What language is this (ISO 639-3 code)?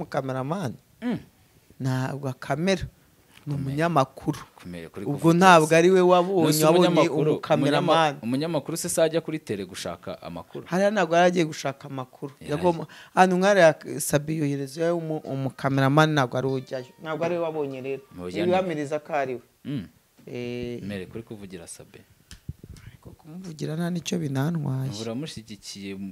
kin